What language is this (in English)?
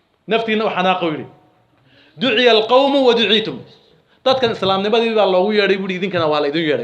Somali